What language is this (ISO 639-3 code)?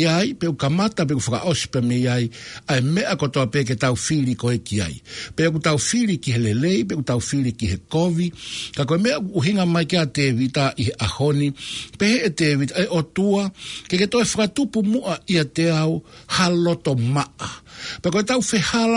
ton